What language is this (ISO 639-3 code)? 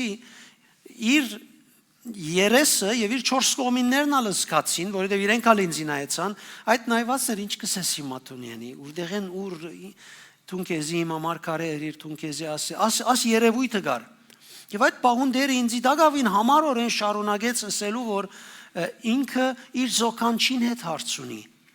hyw